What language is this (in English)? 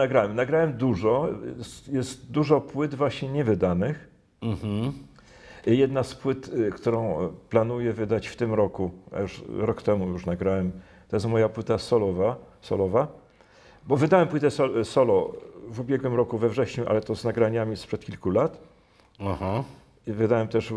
Polish